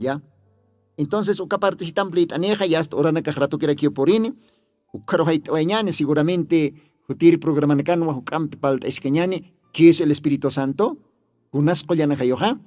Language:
Aymara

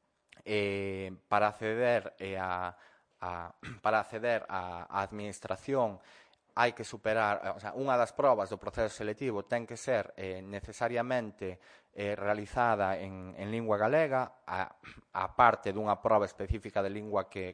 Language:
Galician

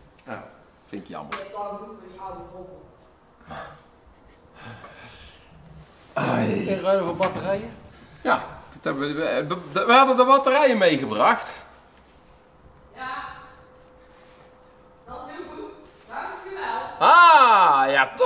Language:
Dutch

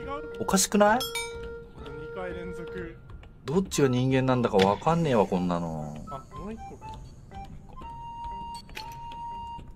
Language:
Japanese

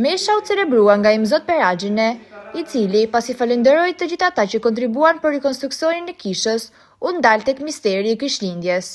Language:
Albanian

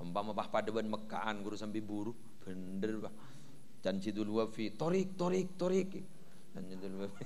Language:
Madurese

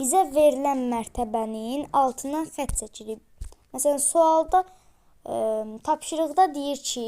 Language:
Azerbaijani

